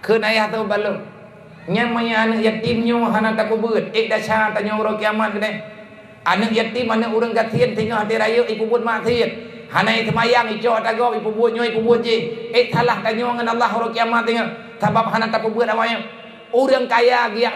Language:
Achinese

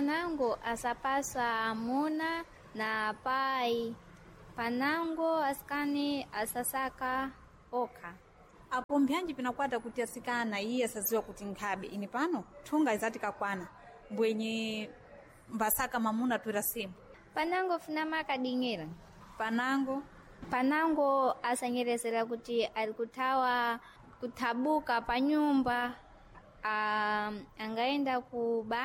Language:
Sena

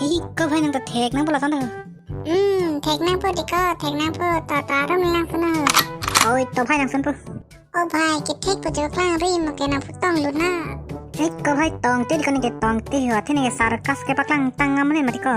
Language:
Karbi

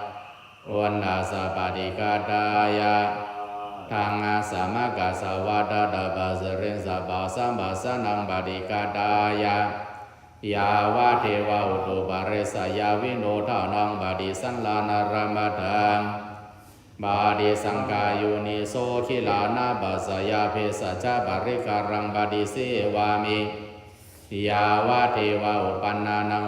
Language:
Pali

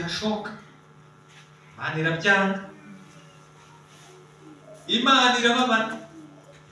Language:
Kinyarwanda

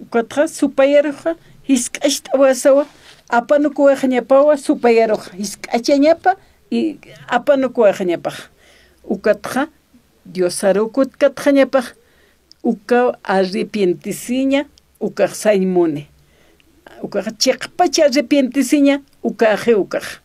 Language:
Aymara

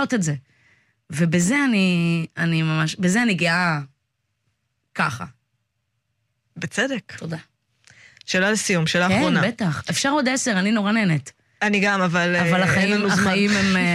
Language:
Hebrew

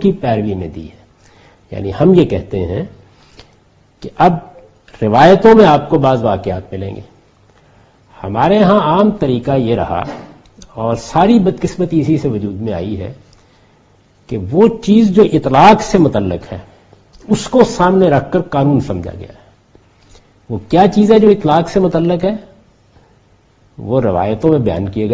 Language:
Urdu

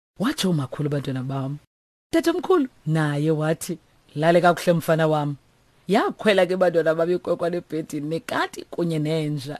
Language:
Xhosa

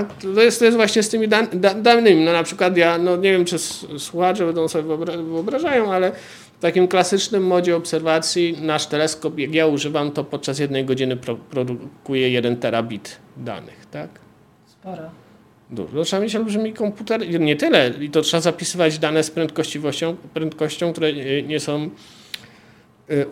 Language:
Polish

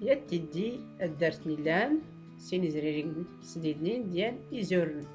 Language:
Tachelhit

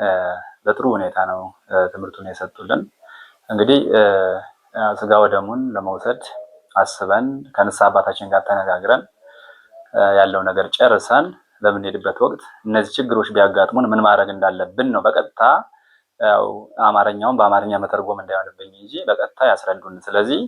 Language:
Amharic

